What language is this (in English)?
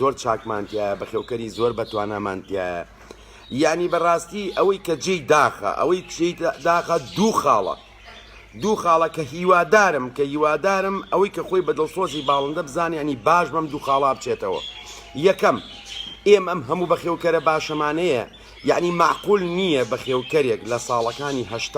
Central Kurdish